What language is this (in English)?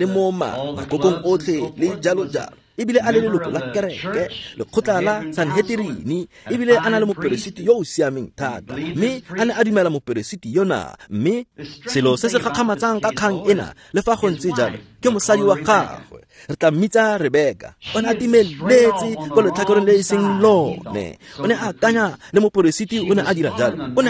Tswana